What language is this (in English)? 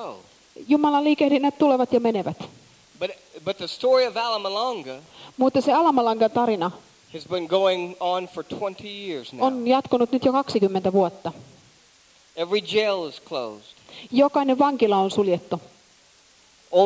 Finnish